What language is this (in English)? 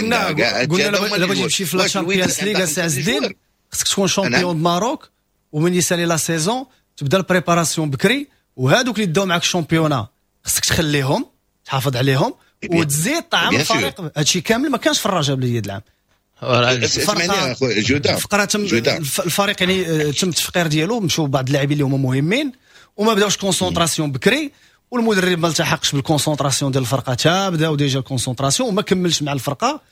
Moroccan Arabic